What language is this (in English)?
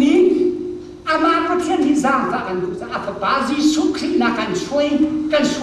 Hakha Chin